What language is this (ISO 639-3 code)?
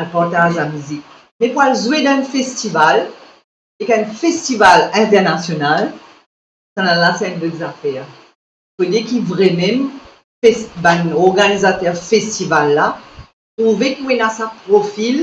mfe